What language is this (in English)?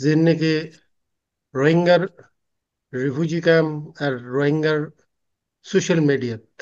Rohingya